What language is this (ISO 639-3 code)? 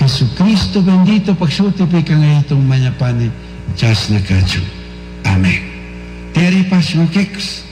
qug